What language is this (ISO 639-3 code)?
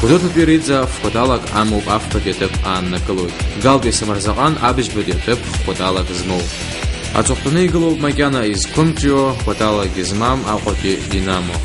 abk